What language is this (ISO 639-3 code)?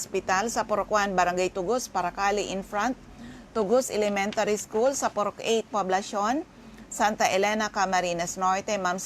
bik